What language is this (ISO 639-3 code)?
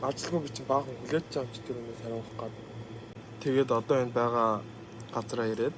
mon